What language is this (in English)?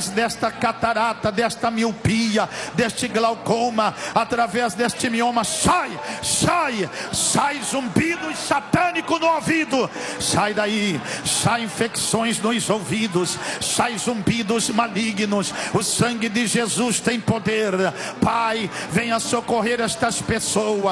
Portuguese